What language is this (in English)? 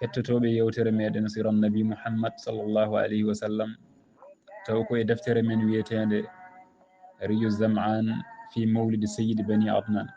Fula